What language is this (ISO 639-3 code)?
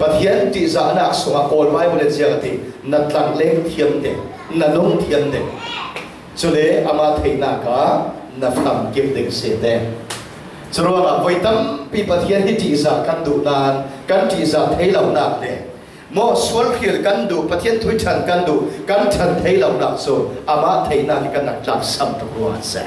cfm